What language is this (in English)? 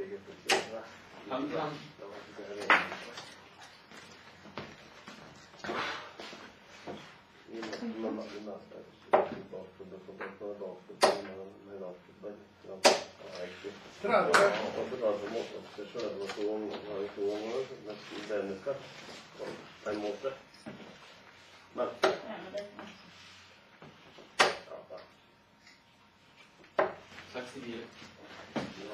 Norwegian